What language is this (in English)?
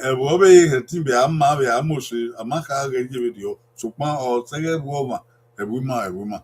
Bini